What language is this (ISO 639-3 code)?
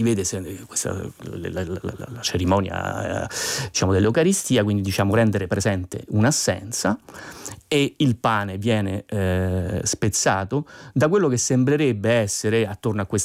ita